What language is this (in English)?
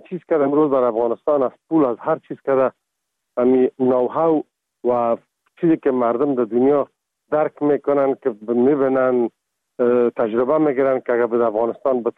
Persian